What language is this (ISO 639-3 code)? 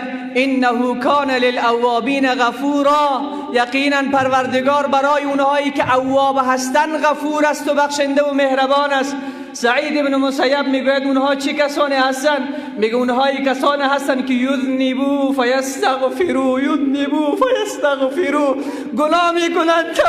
fas